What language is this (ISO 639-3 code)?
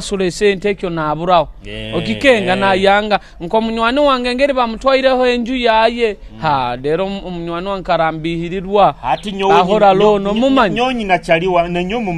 nyo